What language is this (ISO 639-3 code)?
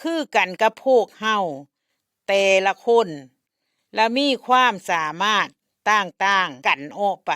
lao